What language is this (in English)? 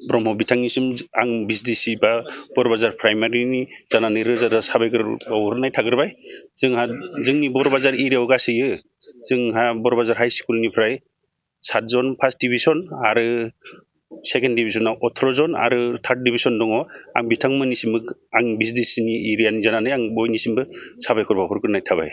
Bodo